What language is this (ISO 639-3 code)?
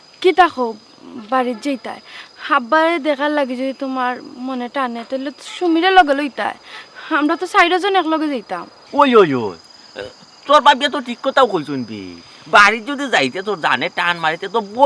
syl